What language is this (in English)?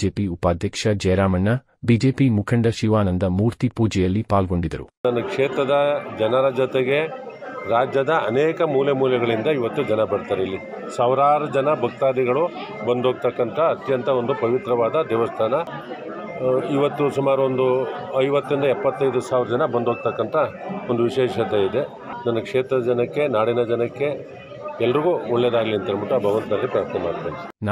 Kannada